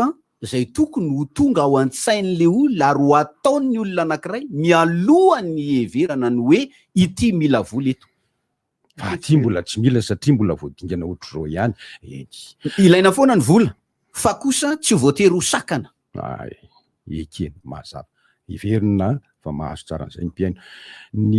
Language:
Malagasy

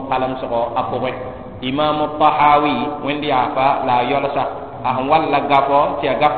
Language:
Mossi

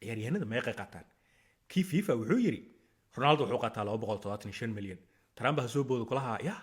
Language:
Somali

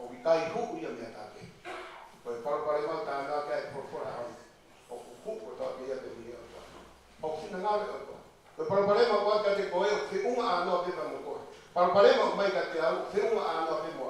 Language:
Tongan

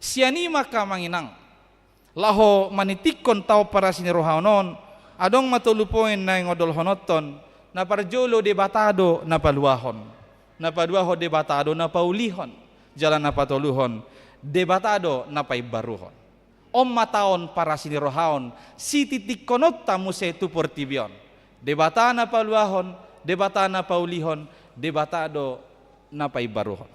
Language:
Batak Toba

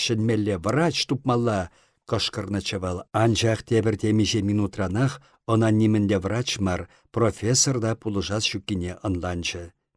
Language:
Chuvash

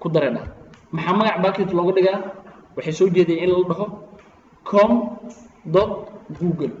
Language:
Somali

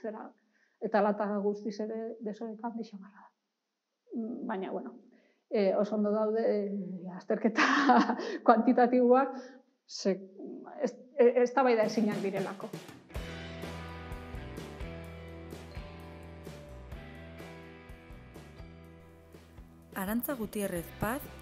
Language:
Basque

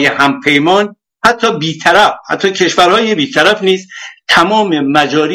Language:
Persian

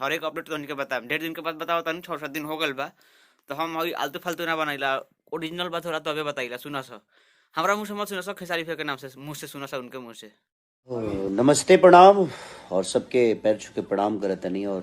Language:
Bhojpuri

